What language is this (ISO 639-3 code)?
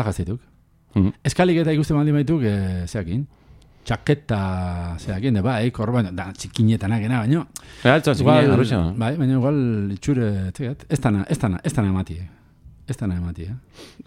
eus